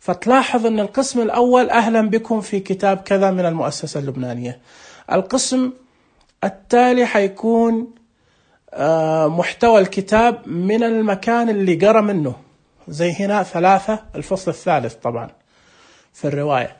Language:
Najdi Arabic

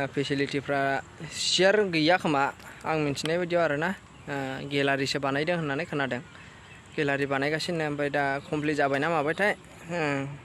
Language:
Bodo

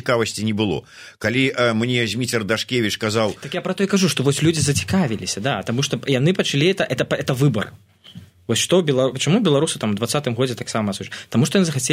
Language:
Belarusian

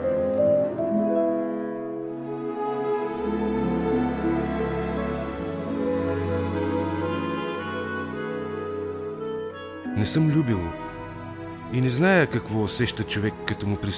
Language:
Bulgarian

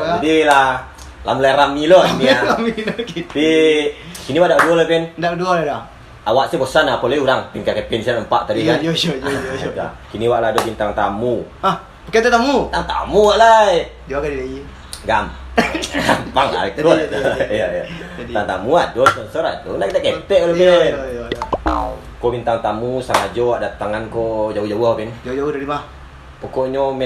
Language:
Minangkabau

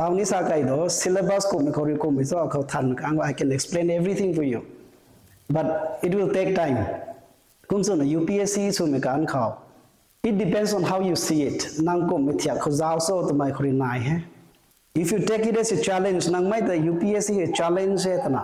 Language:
Rongmei Naga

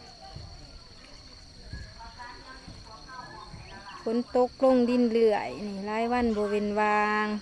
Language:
Lao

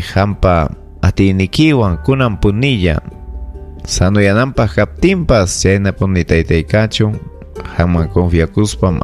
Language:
Ayacucho Quechua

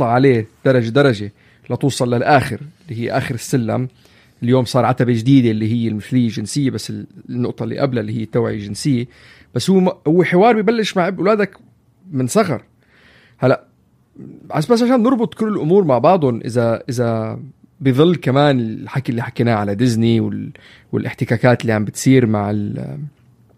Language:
North Levantine Arabic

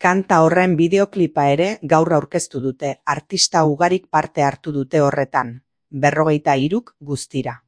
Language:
Basque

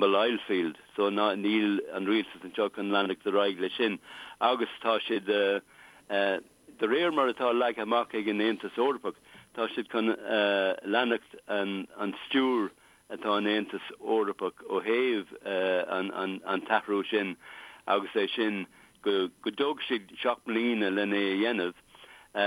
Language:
Irish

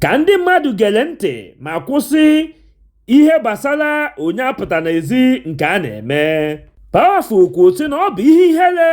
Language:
Igbo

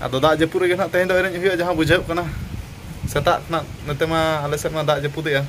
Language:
Santali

